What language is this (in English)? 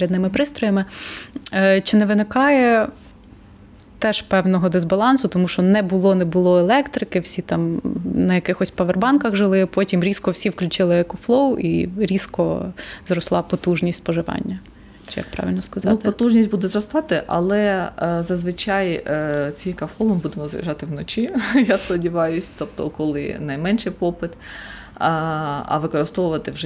Ukrainian